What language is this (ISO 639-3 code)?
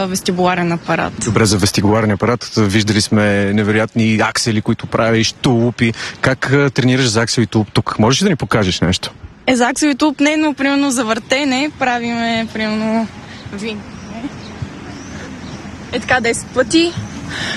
bul